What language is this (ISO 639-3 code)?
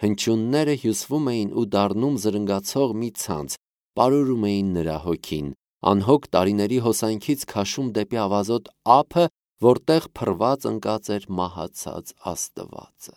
hye